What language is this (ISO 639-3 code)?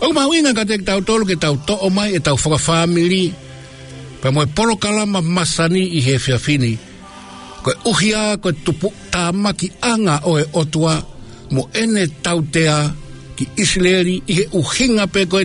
ton